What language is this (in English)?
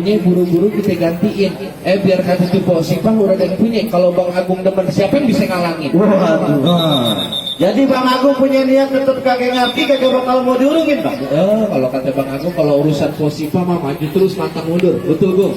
Betawi